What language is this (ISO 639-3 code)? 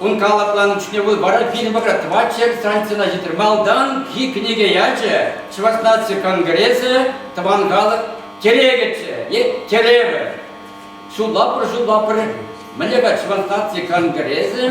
chv